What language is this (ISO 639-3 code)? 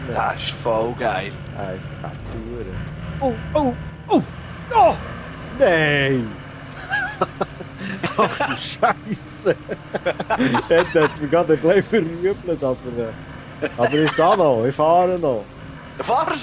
gsw